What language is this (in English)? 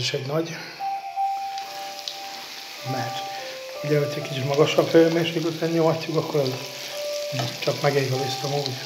Hungarian